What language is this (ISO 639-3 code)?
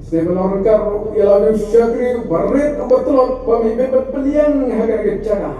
kha